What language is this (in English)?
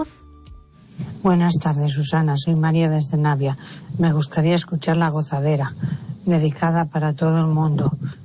Spanish